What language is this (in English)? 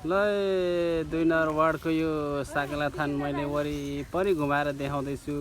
Nepali